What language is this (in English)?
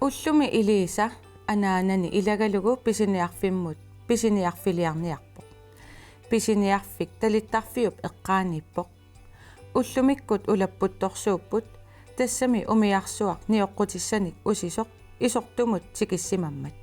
Kalaallisut